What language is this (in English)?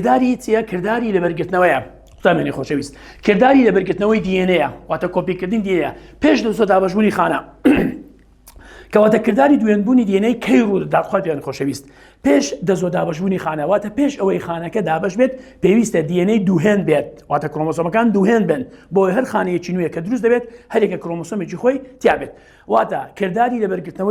Central Kurdish